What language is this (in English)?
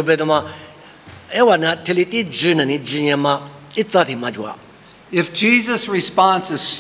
Lisu